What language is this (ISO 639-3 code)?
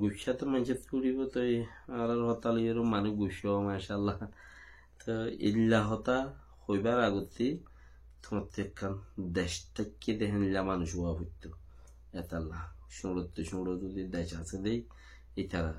rhg